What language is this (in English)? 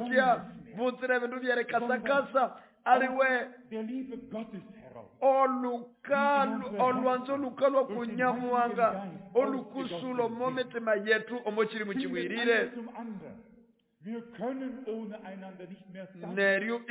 Nande